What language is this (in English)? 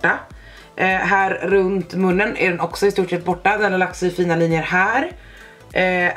Swedish